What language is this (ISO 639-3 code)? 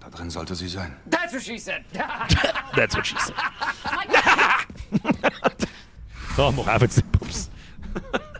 bar